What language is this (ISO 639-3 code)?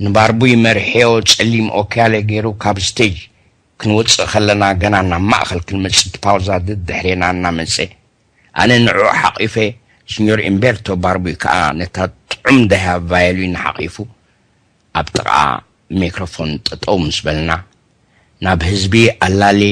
tir